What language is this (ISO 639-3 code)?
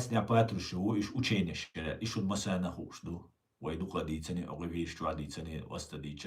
che